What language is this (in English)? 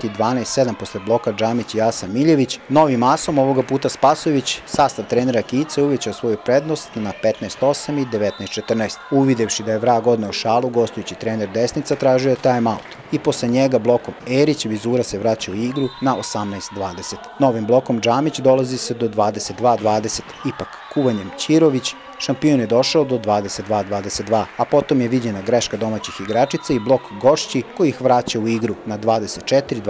Serbian